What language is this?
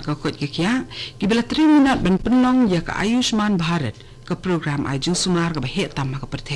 Khasi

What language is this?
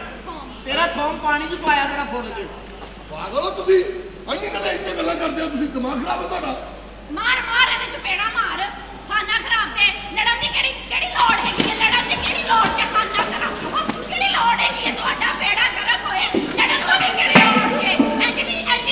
Punjabi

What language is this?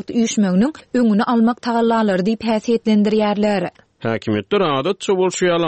Turkmen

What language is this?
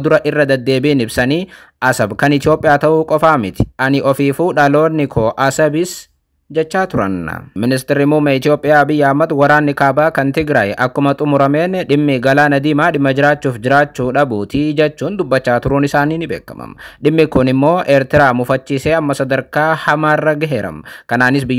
Oromo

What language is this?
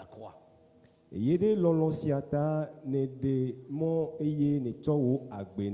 Ewe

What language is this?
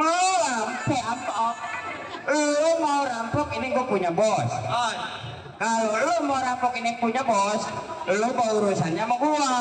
Betawi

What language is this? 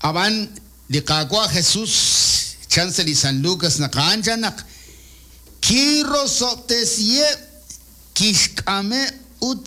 Kekchí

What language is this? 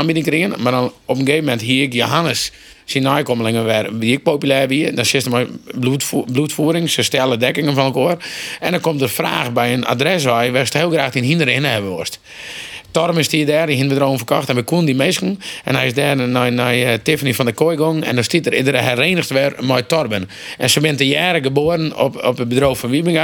Western Frisian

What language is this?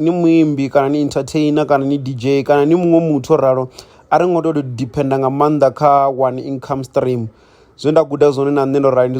Venda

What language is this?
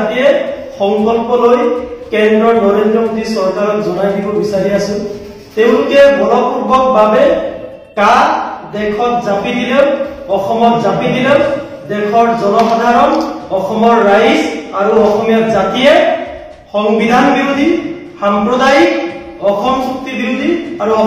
Assamese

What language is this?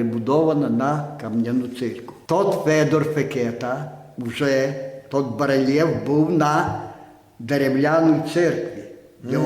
Rusyn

